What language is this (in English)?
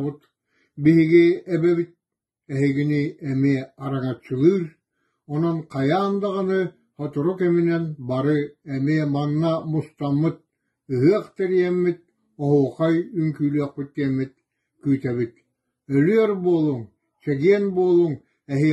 Yakut